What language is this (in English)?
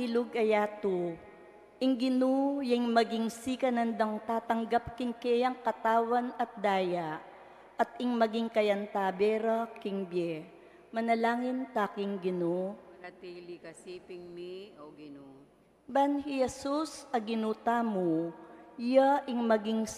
Pampanga